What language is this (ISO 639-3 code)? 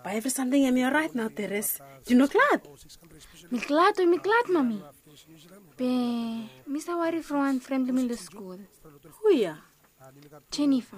bis